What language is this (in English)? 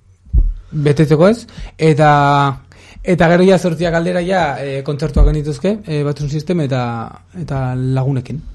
Basque